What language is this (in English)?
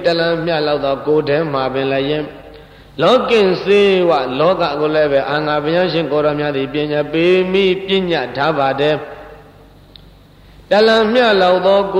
Burmese